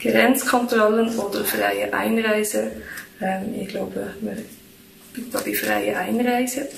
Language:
Swiss German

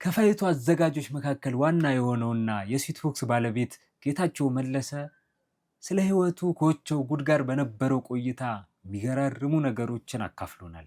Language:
Amharic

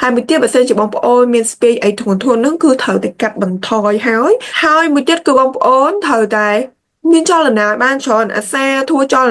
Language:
Khmer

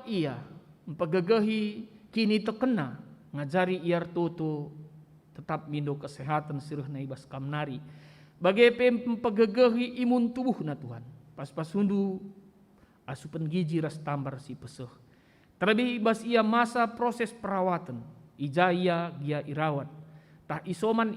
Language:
Batak Karo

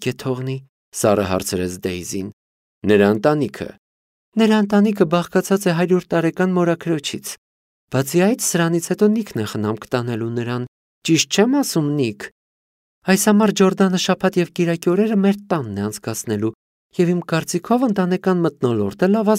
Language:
Armenian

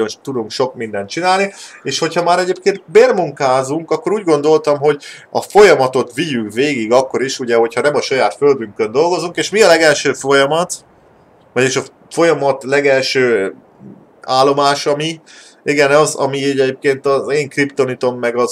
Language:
Hungarian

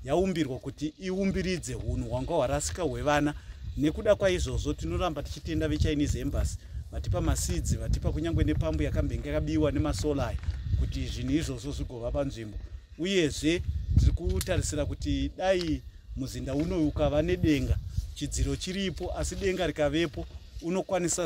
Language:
Shona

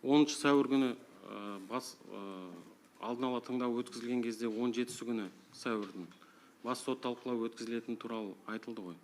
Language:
Kazakh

